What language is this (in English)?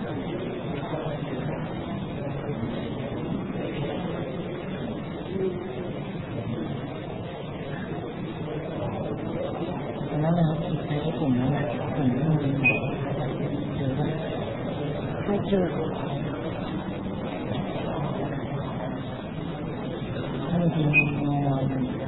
Thai